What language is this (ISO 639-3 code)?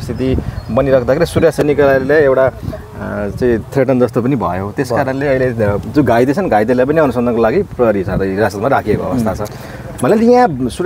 nep